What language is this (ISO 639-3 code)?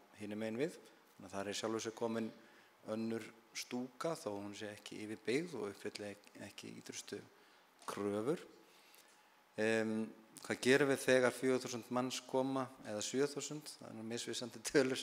isl